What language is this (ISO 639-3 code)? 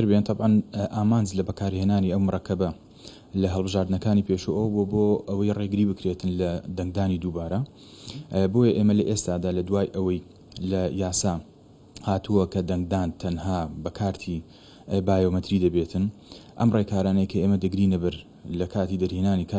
ckb